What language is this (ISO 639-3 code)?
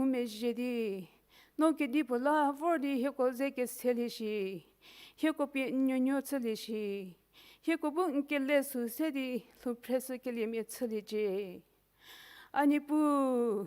njm